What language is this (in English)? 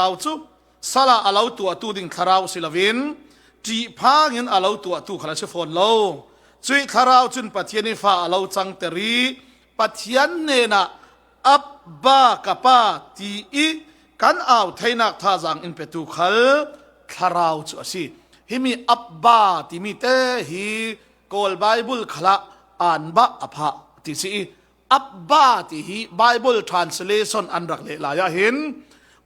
Falam Chin